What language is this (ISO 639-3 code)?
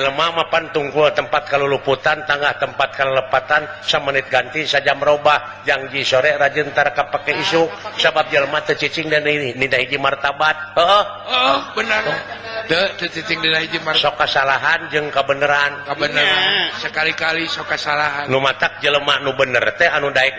sun